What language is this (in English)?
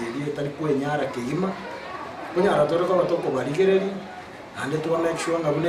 Gusii